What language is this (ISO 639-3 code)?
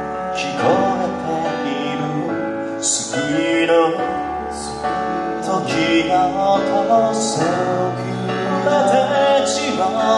jpn